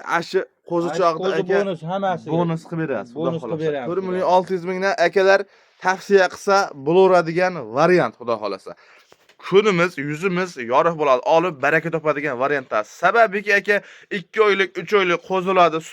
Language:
Uzbek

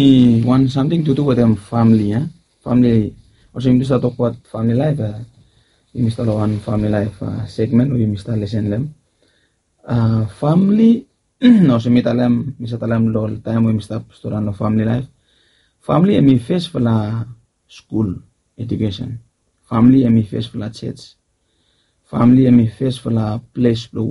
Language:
Bislama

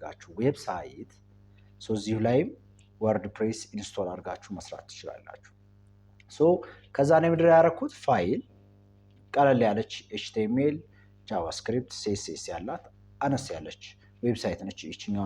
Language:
Amharic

